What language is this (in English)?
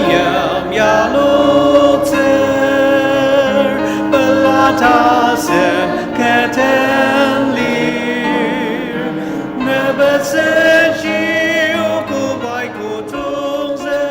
Ao Naga